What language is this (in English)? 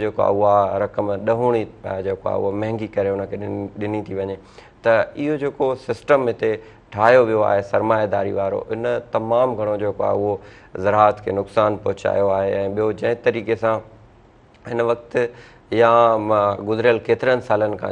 Sindhi